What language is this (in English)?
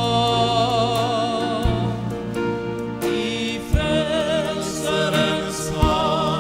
Norwegian